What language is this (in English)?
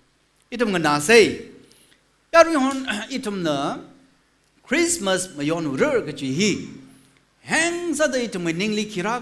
Tangkhul Naga (India)